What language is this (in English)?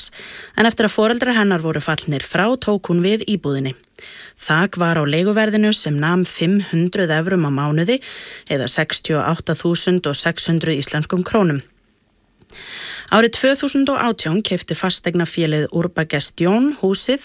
Icelandic